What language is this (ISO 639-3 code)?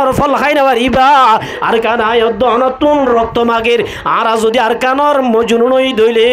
rhg